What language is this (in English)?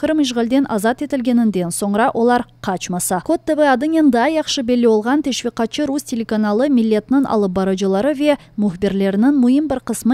Crimean Tatar